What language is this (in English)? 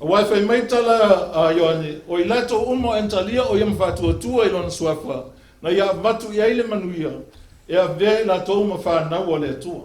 Samoan